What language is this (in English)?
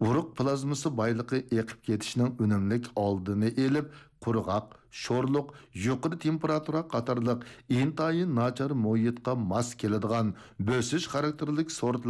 Uyghur